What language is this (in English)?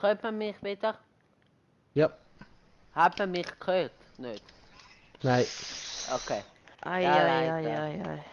Swiss German